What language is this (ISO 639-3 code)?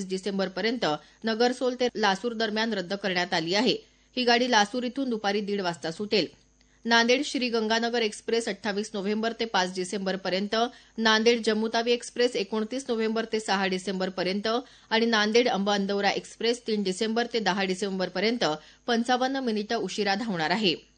mar